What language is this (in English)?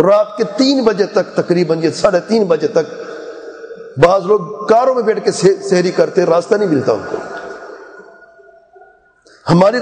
Urdu